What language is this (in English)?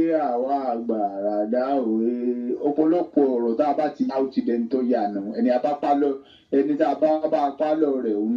Yoruba